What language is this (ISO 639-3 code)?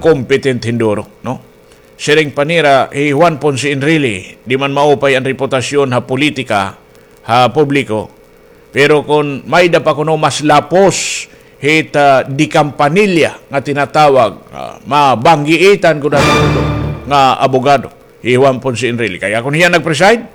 war